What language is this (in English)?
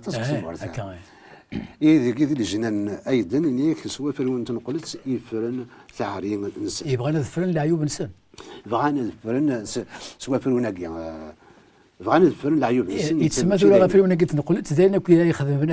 Kabyle